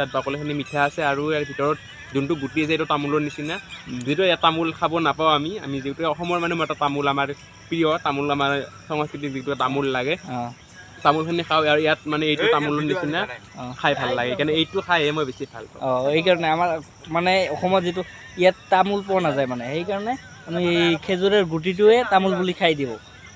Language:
Assamese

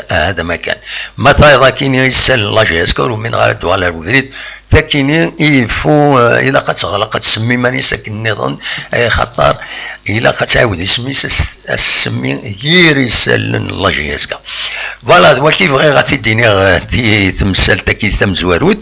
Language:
Kabyle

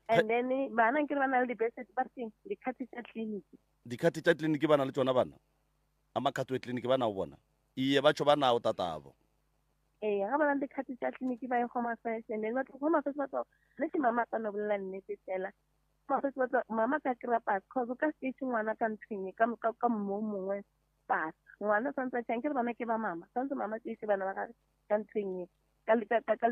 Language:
Northern Sotho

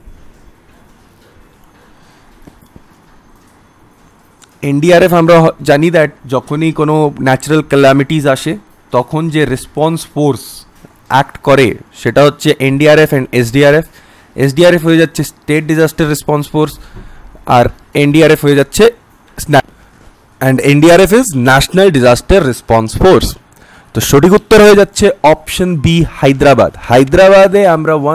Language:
Bangla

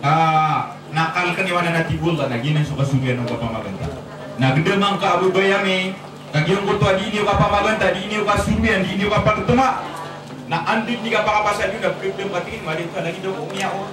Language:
Maranao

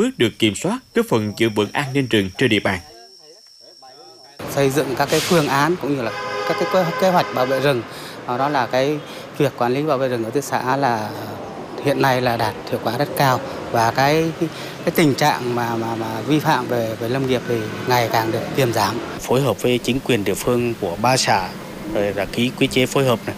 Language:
Vietnamese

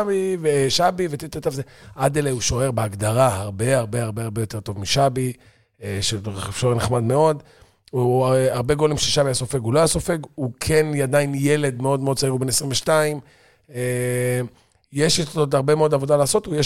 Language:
Hebrew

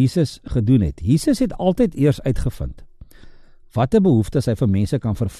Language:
Afrikaans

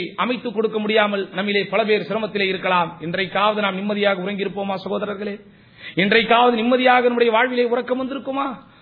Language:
Tamil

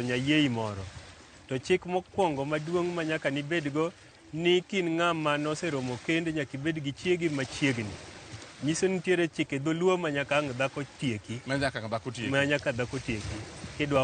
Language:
Luo (Kenya and Tanzania)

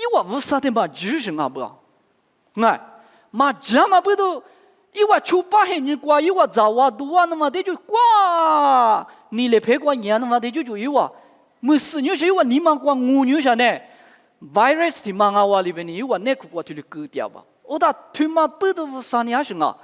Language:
Lisu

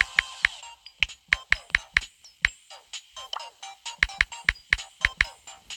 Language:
Serbian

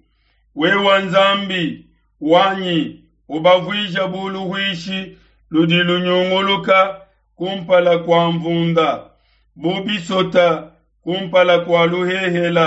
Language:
Luba-Lulua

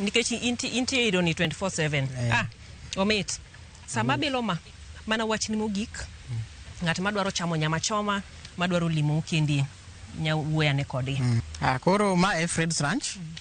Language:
Luo (Kenya and Tanzania)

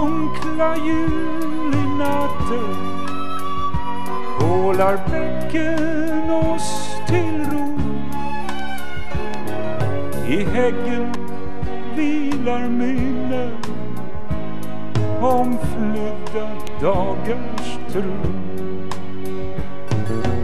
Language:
Swedish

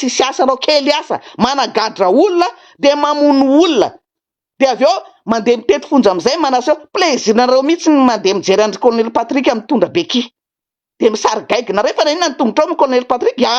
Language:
Malagasy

